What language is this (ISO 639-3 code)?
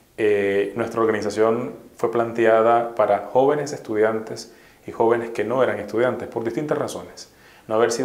spa